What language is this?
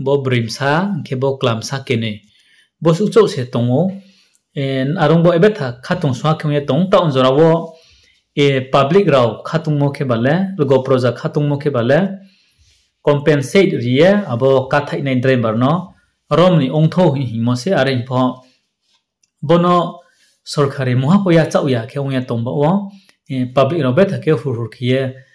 Riang (India)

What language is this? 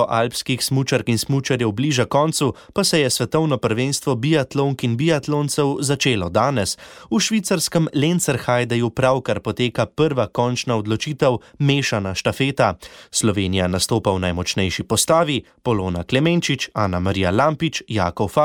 Slovenian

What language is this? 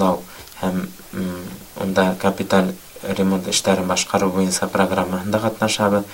Bashkir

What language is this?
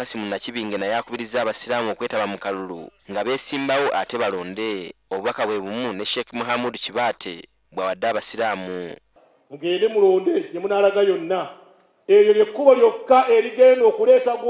Ganda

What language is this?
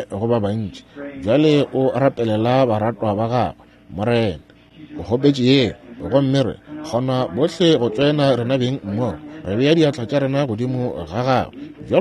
Northern Sotho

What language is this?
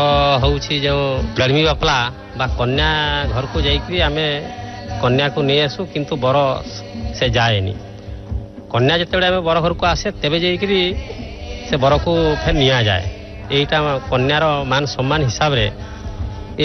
Odia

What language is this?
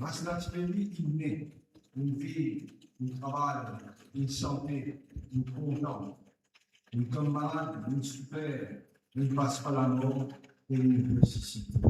Morisyen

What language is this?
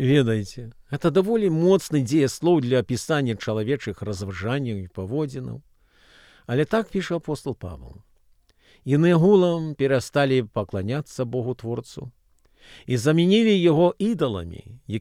Belarusian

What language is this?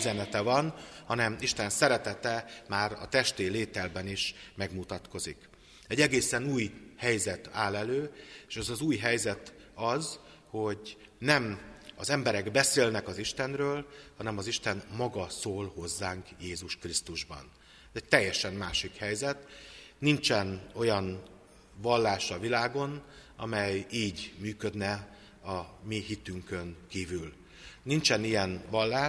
Hungarian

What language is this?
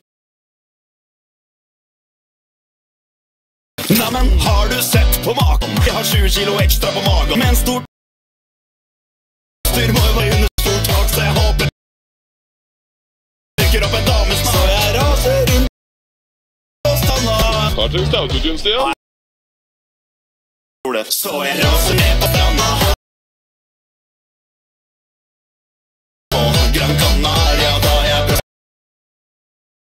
Norwegian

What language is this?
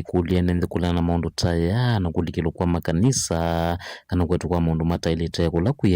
Kamba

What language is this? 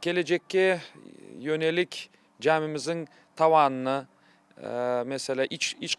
Crimean Tatar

